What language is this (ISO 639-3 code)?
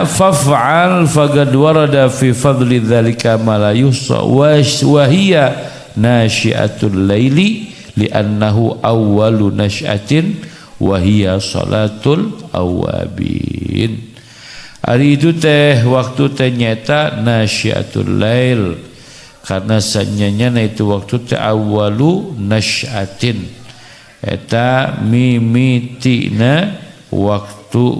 sun